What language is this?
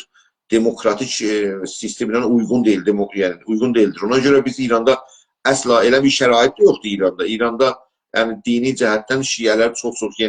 South Azerbaijani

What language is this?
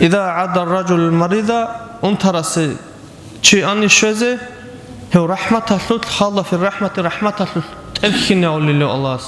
Avaric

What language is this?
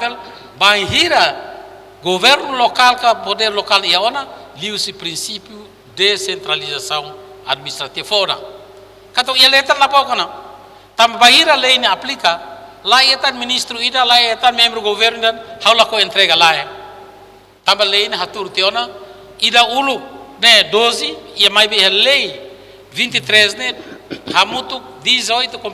Tetum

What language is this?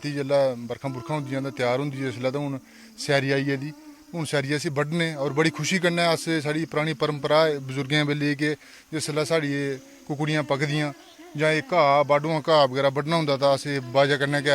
Dogri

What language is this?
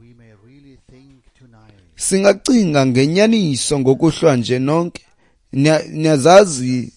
Xhosa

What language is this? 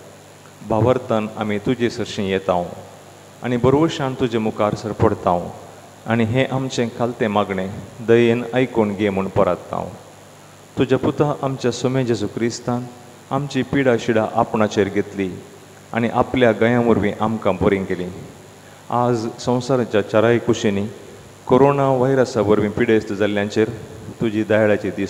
Konkani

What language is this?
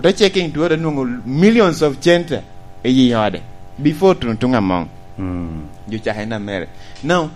Lango (Uganda)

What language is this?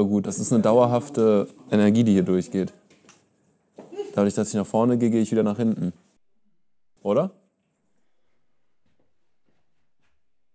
German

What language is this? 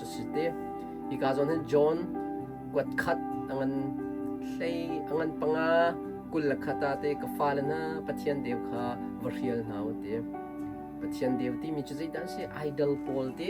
Hakha Chin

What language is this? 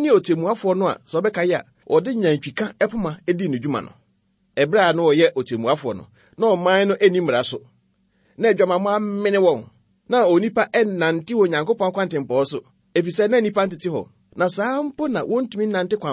Akan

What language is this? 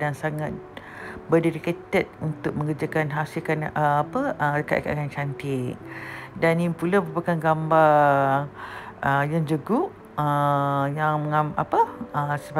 Malay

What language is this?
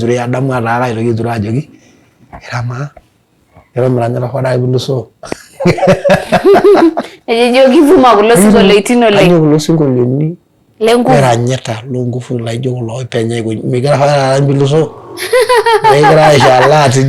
Masai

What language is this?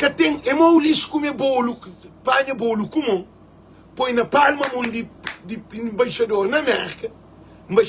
Kabuverdianu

